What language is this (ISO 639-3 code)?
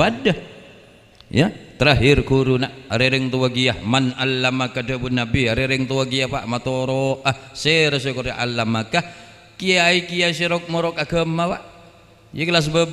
mad